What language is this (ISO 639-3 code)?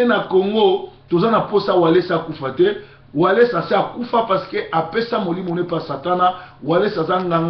lin